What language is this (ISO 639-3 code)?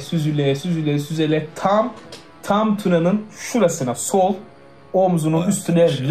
tur